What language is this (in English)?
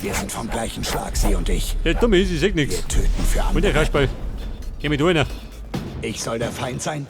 Bavarian